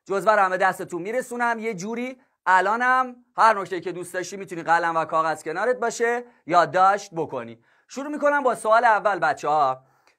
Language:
Persian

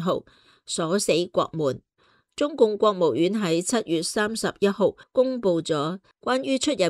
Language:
Cantonese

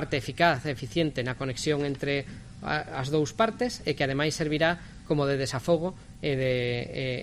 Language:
Galician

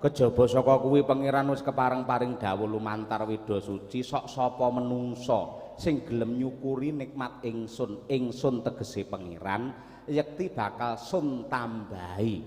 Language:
Javanese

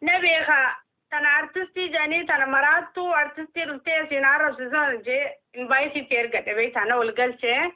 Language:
Oromo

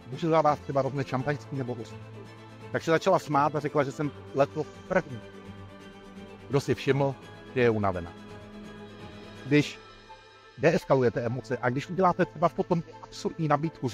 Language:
Czech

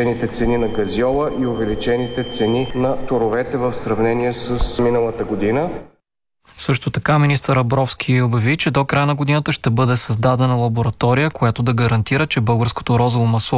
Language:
Bulgarian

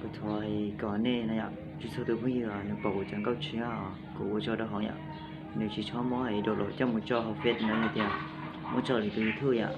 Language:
Hmong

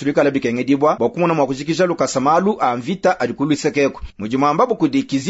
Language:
Luba-Lulua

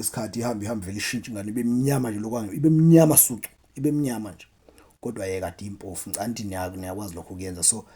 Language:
Zulu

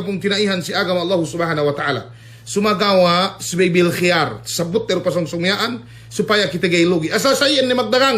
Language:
Yakan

